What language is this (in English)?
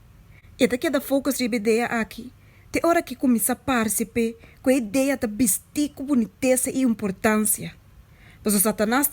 Papiamento